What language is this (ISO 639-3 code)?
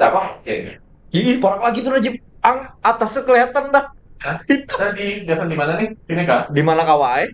bjn